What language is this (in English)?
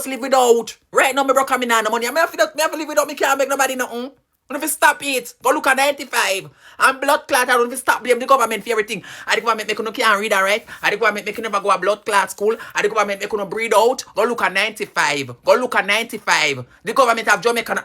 Jamaican Creole English